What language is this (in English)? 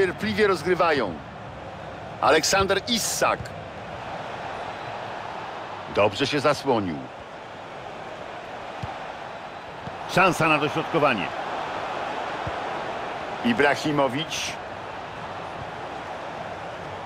Polish